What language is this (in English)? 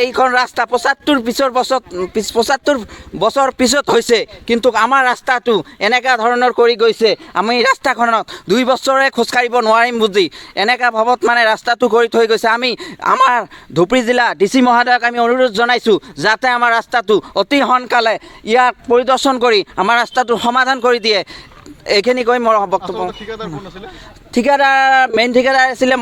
Assamese